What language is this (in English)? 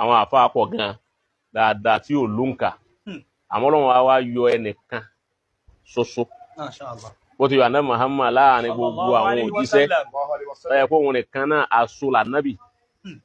Yoruba